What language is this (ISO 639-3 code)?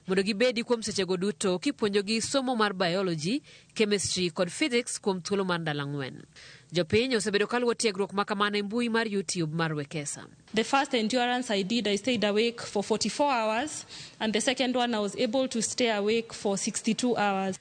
luo